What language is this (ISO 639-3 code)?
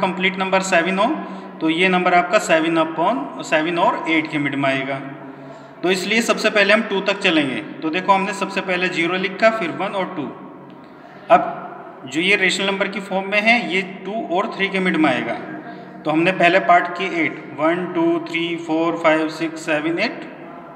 hin